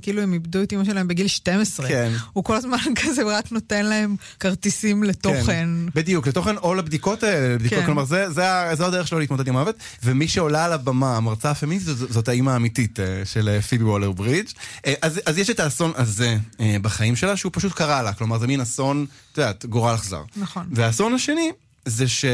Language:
Hebrew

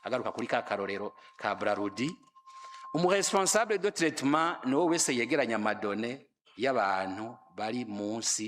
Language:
Rundi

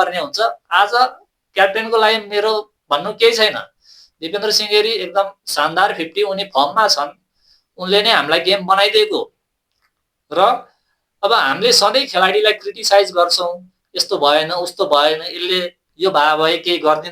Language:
Nepali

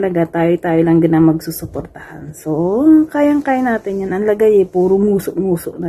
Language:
Filipino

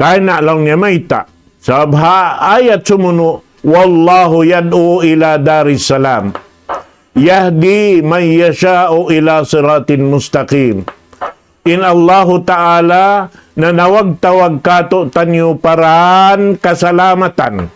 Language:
Tausug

